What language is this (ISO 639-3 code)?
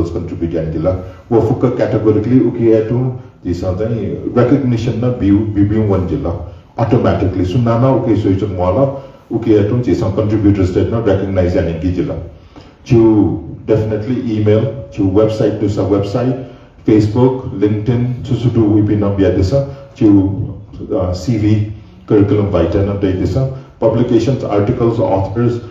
new